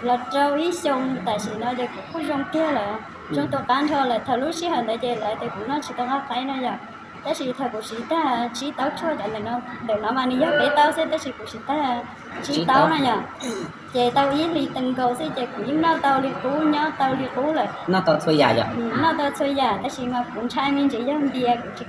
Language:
Hmong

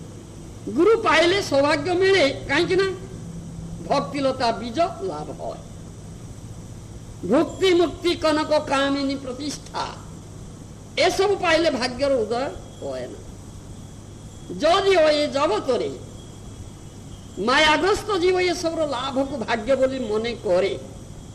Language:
Odia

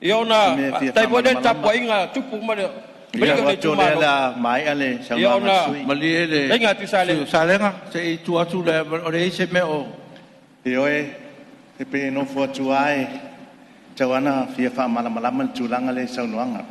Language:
Samoan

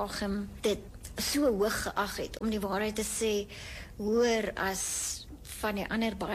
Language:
Afrikaans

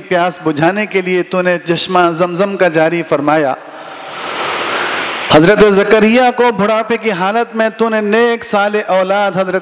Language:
Urdu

